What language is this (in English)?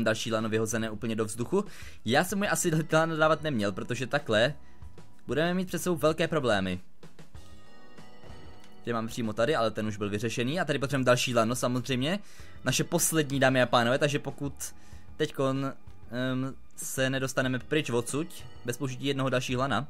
Czech